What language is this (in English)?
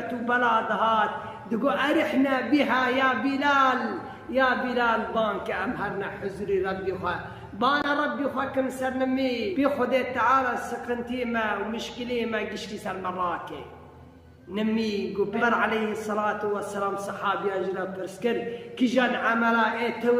Kurdish